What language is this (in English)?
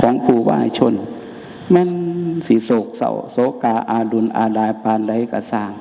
Northeastern Thai